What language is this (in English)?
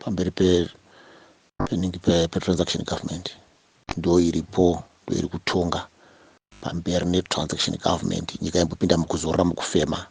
Shona